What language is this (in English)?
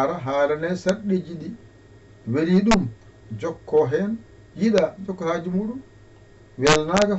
Fula